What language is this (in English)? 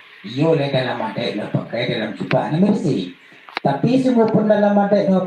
Minangkabau